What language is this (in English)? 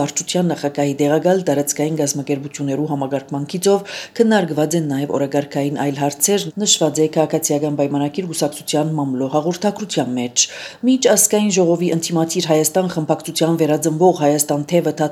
Armenian